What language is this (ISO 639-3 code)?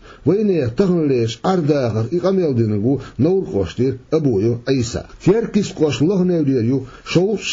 che